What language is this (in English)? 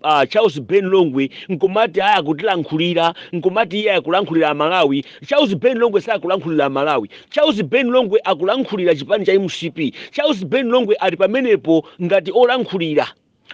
Nyanja